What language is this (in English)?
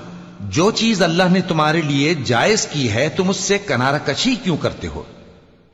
Urdu